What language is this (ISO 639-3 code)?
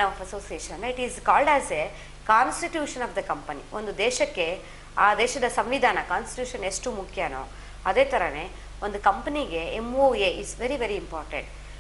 kan